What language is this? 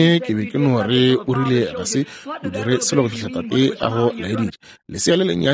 Northern Sotho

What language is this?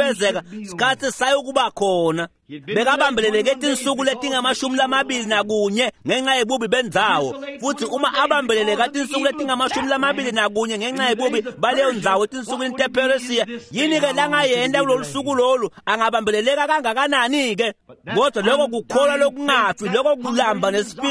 Swati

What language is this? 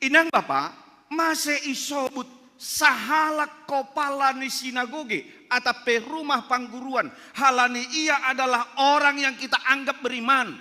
Batak Simalungun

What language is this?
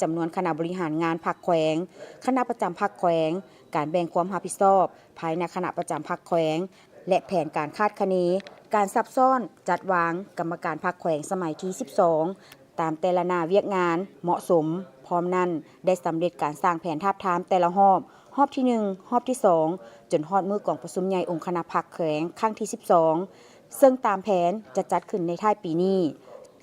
Lao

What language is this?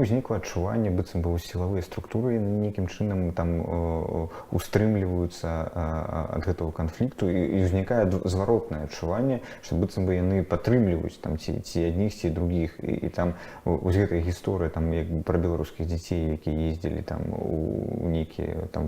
Belarusian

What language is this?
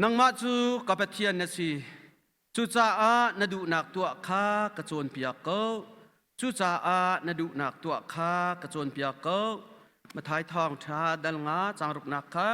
Hakha Chin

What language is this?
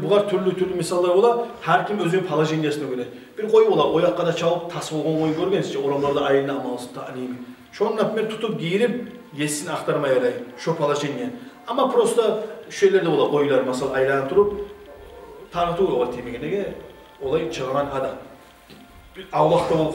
Kumyk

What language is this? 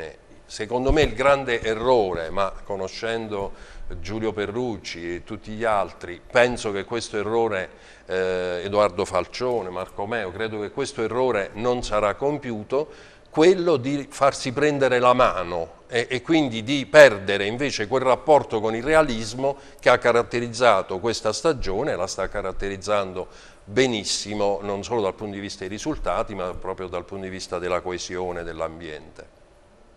Italian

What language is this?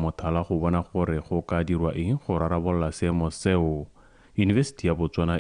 Tswana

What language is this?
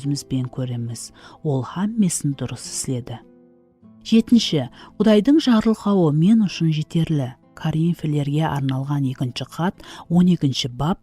Kara-Kalpak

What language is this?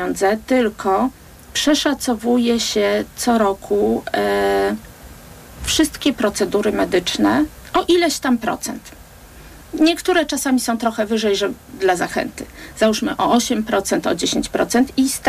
Polish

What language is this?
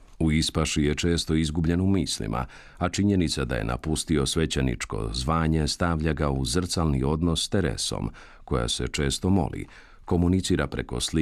Croatian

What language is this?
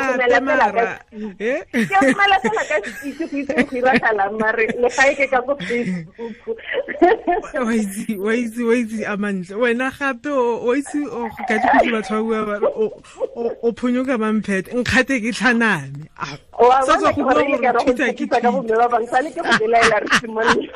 Tswana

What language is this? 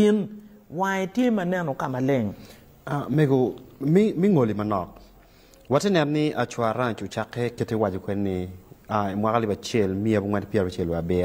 Acoli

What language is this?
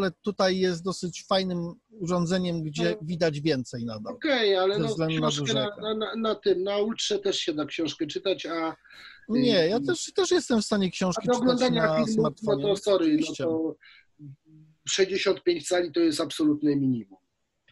Polish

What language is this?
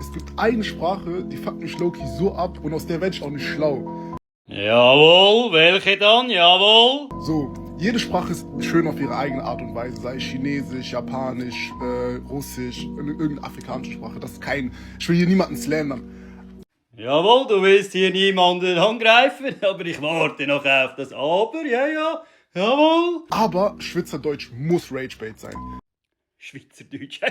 Swiss German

